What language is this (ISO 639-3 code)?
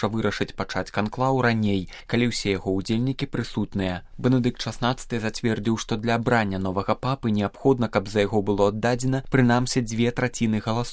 bel